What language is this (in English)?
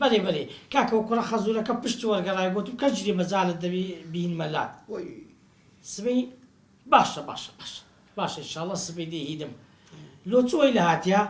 Central Kurdish